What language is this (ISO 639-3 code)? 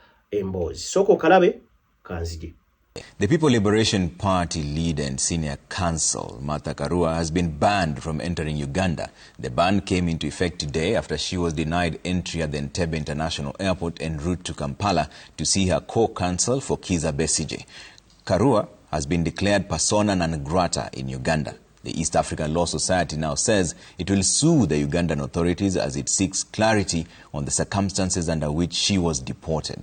lug